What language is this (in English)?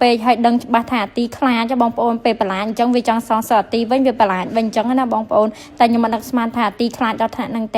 Khmer